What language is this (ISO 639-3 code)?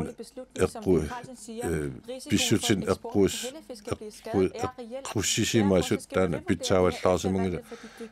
kal